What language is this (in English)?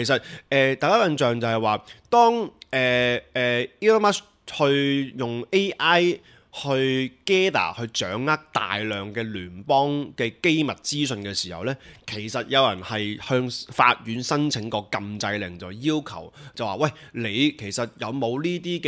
Cantonese